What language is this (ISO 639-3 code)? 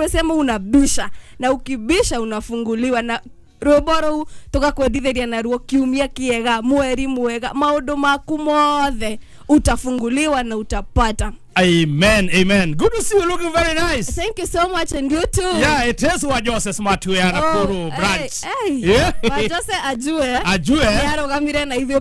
kik